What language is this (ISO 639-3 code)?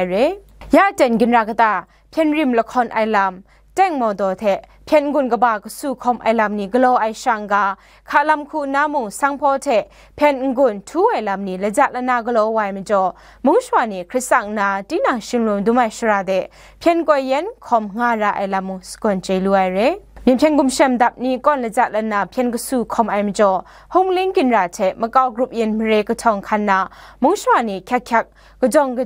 kac